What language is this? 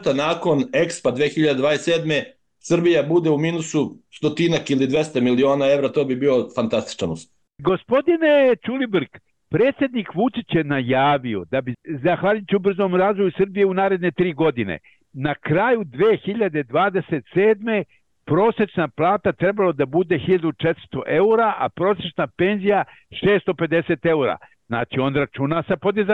Serbian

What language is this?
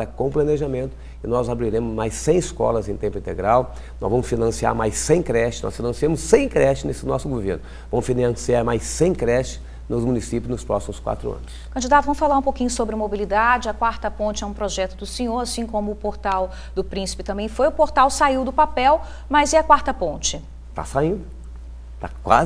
Portuguese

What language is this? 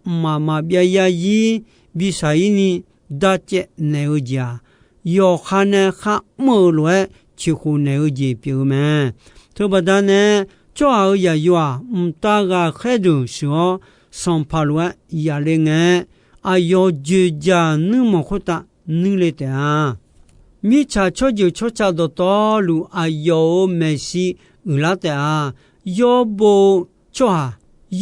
Akha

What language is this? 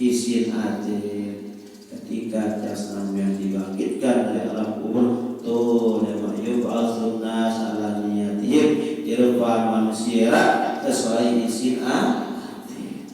Sasak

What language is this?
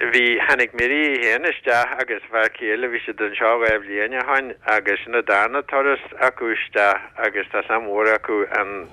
Irish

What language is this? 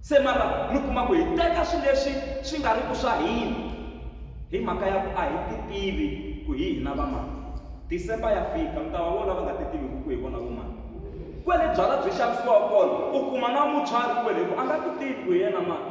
Tsonga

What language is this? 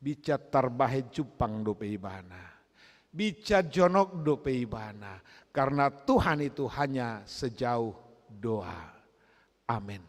Batak Toba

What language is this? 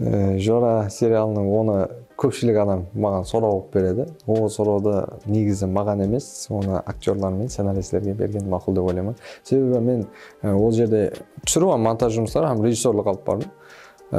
Kara-Kalpak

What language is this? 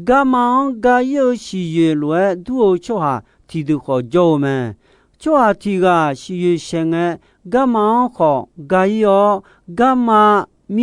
Akha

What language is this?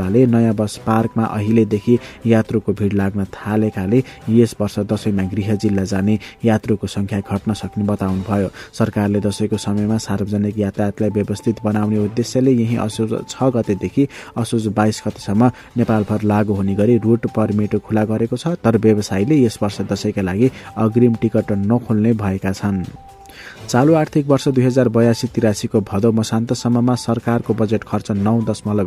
Nepali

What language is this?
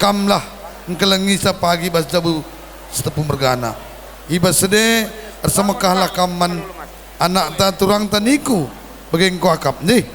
Batak Karo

